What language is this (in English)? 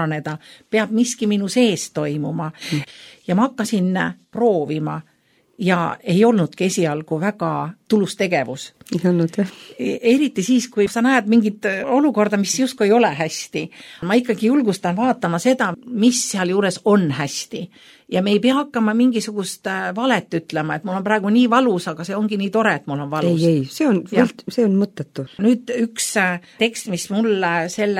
Estonian